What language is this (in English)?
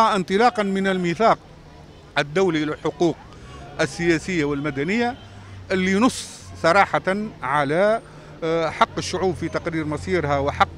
Tunisian Arabic